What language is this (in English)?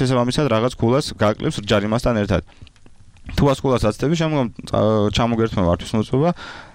Georgian